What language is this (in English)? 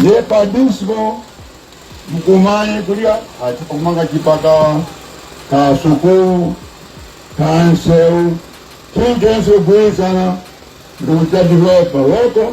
Nyanja